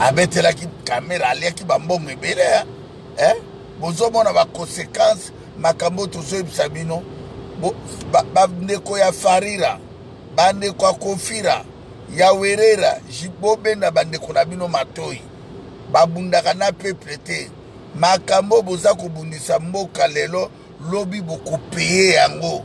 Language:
Lingala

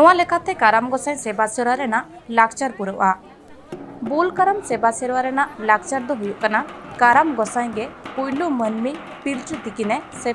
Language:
Santali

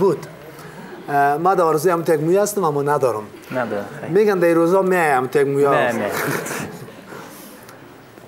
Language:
Persian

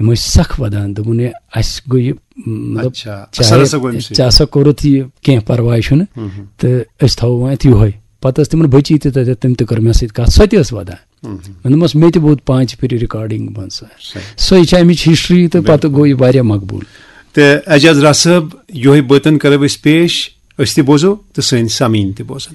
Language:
Kashmiri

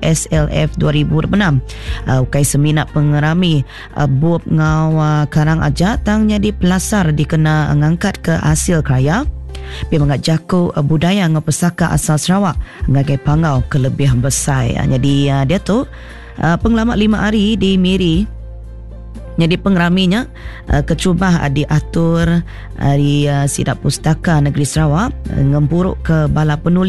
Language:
Iban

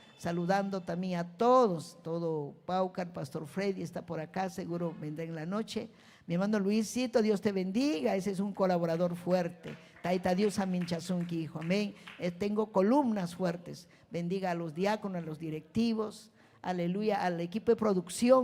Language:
Ayacucho Quechua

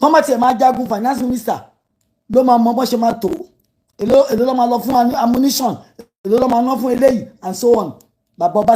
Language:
Yoruba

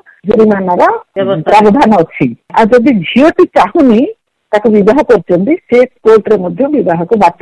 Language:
Odia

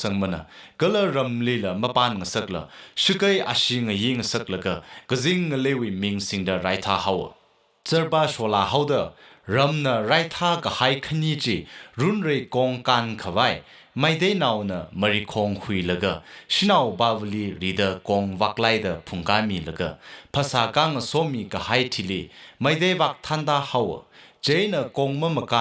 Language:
Tangkhul Naga (India)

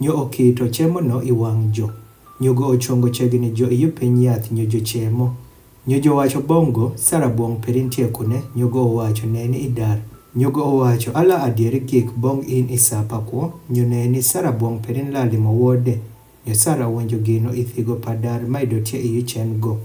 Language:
Adhola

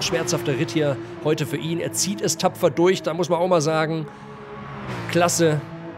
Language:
German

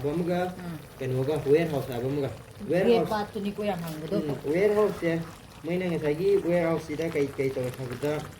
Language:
Manipuri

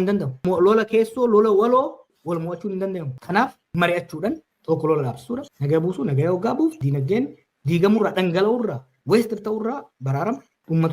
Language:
Oromo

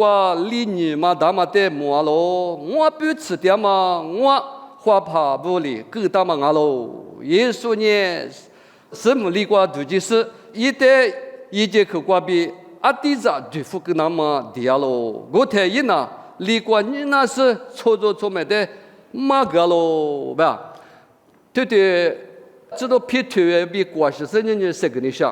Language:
Lisu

